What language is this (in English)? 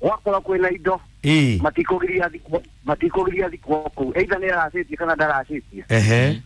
Kikuyu